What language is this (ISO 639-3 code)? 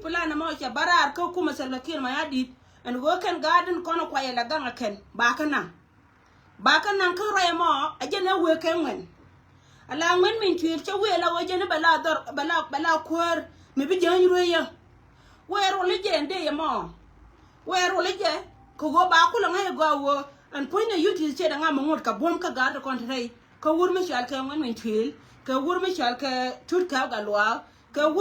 nus